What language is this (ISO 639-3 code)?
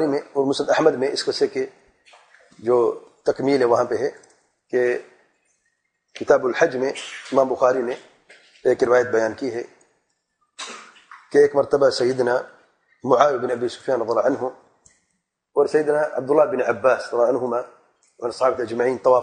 urd